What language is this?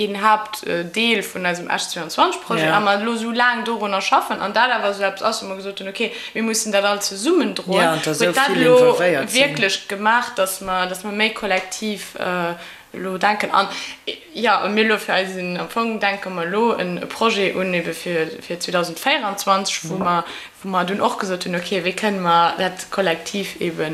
Luxembourgish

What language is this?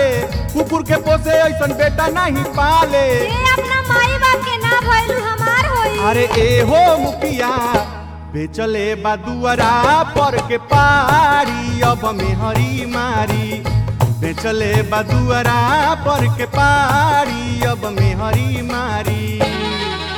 Bhojpuri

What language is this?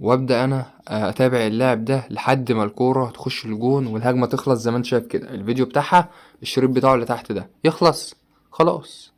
Egyptian Arabic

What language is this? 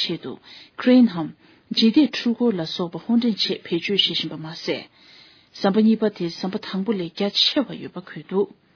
Tibetan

